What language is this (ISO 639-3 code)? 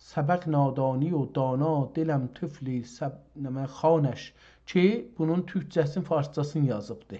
azb